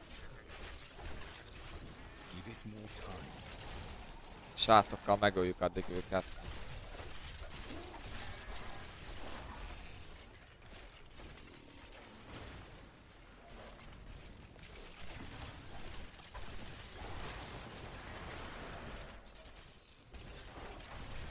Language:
Hungarian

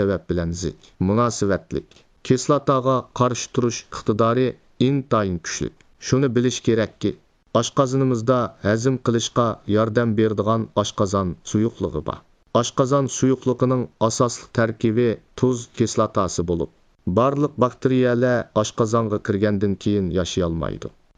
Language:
Uyghur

